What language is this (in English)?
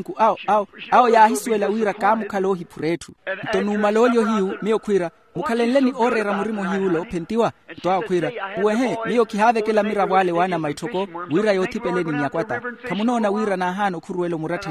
Makhuwa